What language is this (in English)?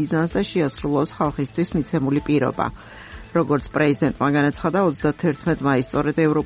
Georgian